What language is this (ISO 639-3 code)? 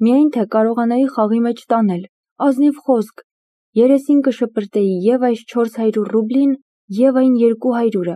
hye